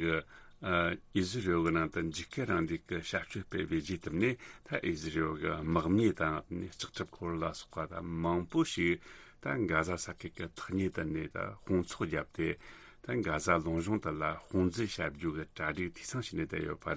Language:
Tibetan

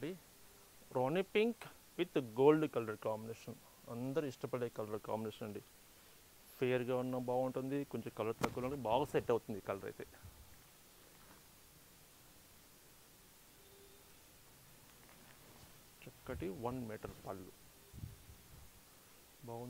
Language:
Telugu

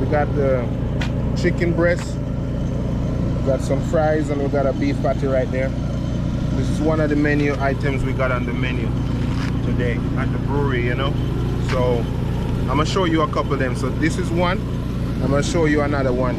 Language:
Jamaican Creole English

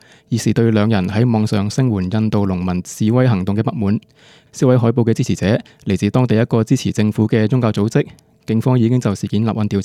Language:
Cantonese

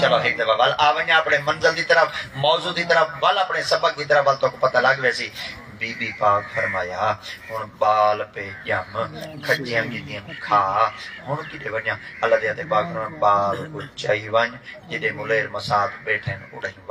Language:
Saraiki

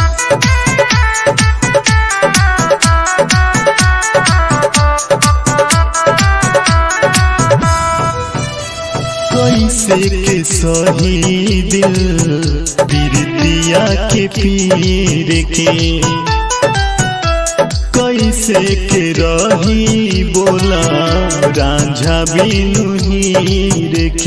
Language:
Bhojpuri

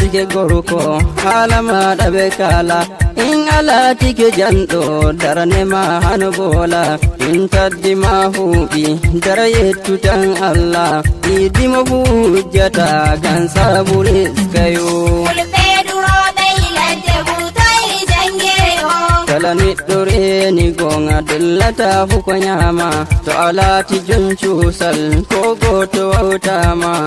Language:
Nigerian Fulfulde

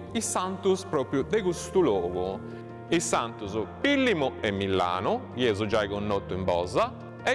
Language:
Sardinian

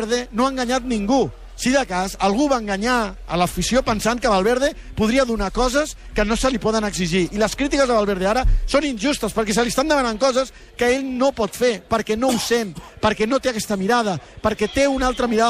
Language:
Catalan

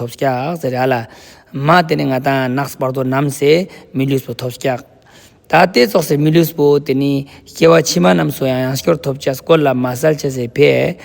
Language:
Ladakhi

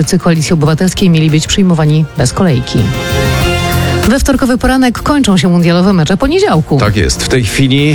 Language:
Polish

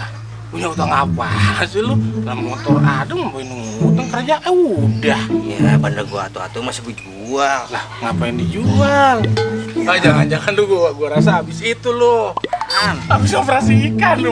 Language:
Betawi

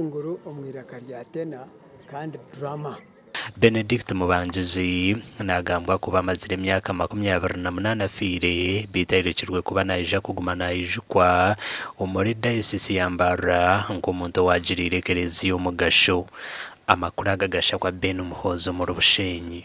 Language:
Nyankole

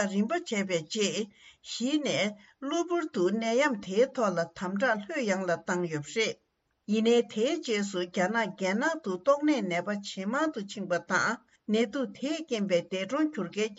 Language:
Tibetan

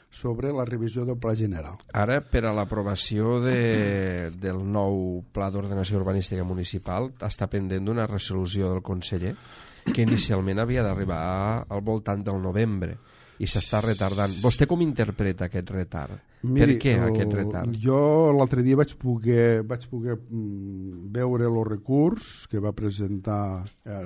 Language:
Catalan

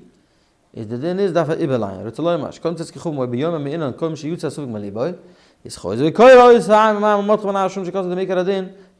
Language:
Yiddish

